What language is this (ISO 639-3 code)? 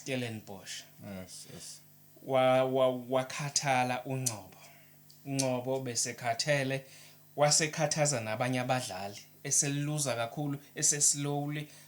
zul